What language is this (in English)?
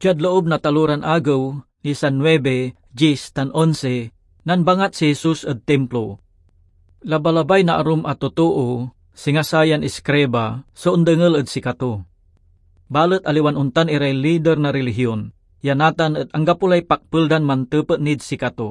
Pangasinan